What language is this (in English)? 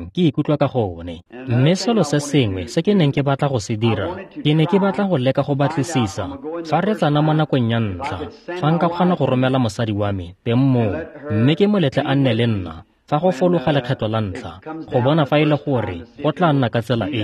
Tswana